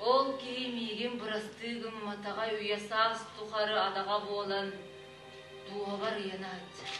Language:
Yakut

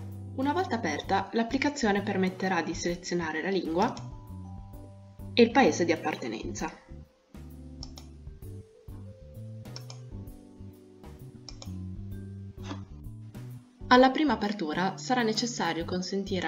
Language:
Italian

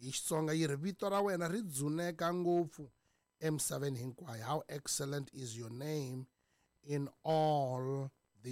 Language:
Tsonga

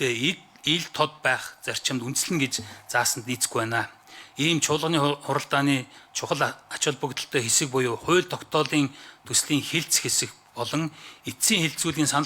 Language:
Mongolian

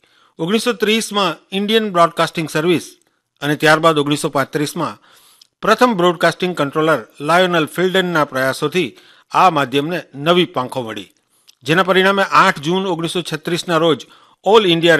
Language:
Gujarati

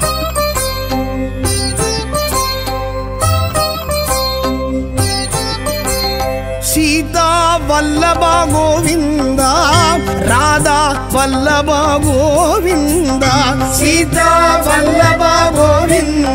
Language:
Tamil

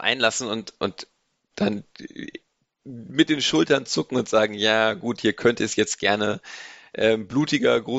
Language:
German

